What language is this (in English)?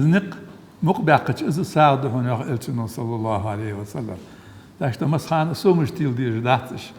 Ingush